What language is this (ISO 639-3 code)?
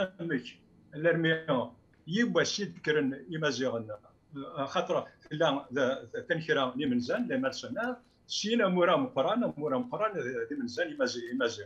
kab